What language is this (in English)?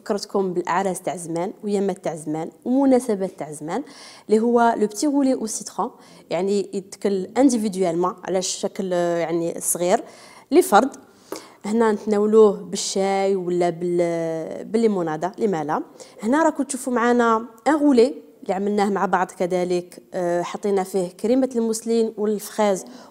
Algerian Arabic